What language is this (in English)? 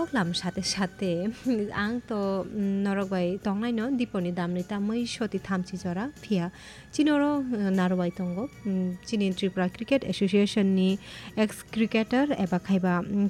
Kok Borok